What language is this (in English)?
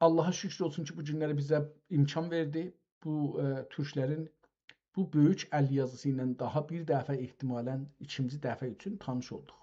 South Azerbaijani